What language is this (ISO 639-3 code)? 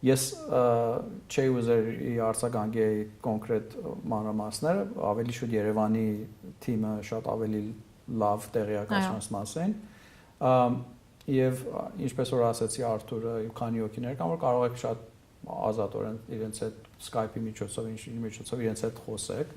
hyw